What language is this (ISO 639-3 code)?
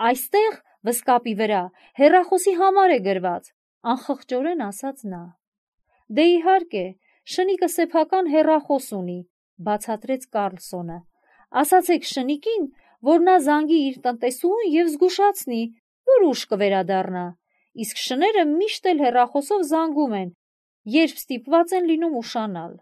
hye